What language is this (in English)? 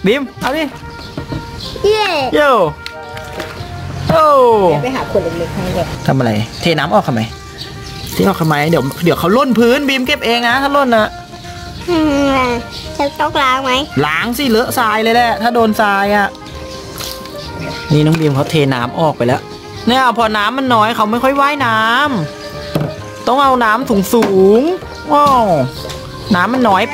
Thai